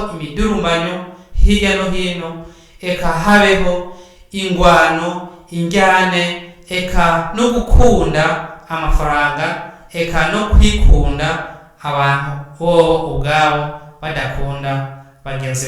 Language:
Rundi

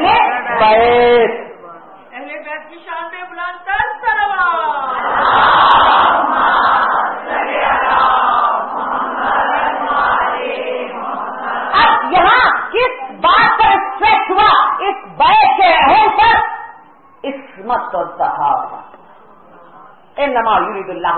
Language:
Urdu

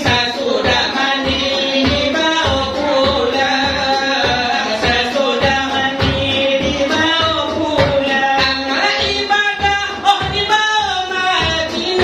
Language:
Minangkabau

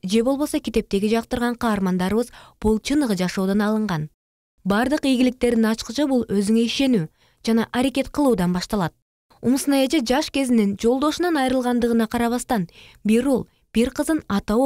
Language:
Kyrgyz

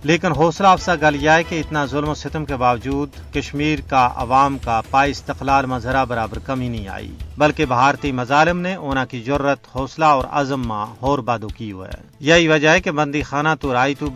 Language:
Gujari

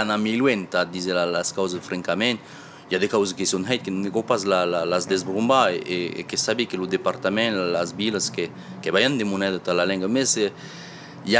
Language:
Occitan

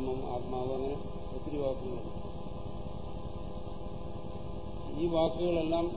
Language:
Malayalam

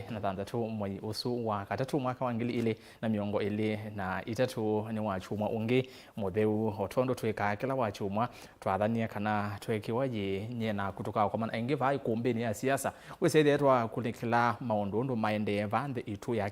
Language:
Kamba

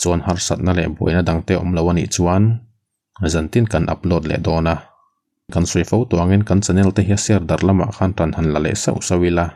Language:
Mizo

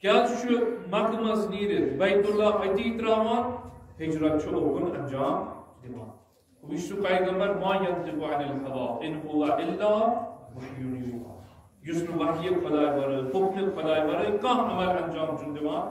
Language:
Kashmiri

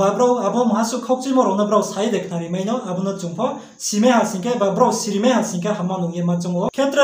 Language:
Riang (India)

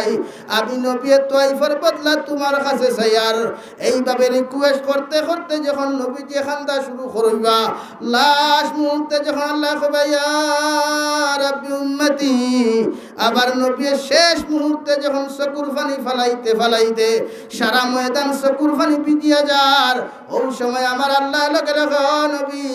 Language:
Sylheti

